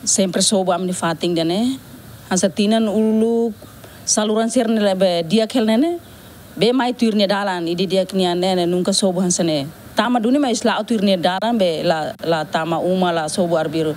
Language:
Tetum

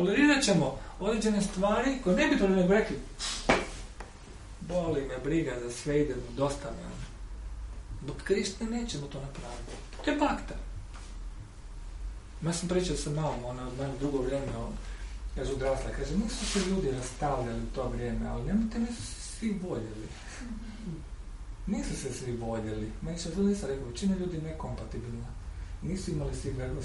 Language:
Croatian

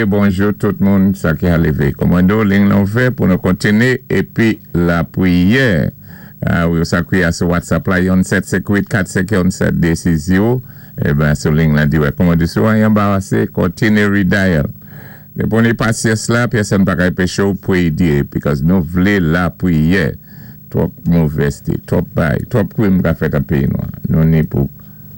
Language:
Saint Lucian Creole French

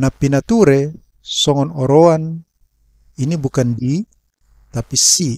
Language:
Batak Toba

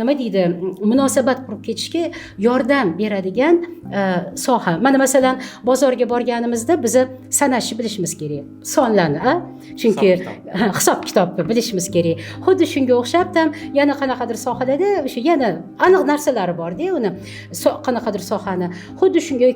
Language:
Uzbek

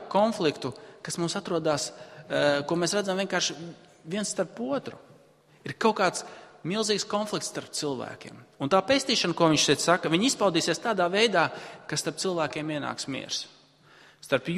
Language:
Latvian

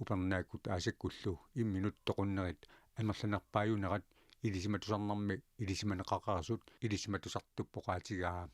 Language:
Kalaallisut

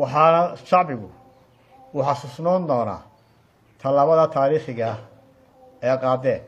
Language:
Somali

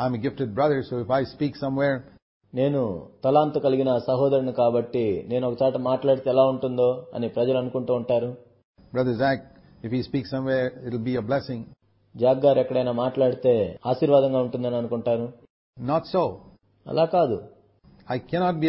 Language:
Telugu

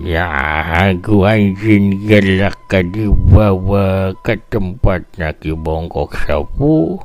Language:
Sundanese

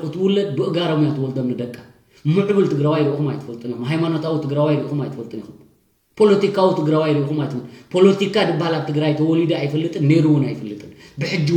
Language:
Tigrinya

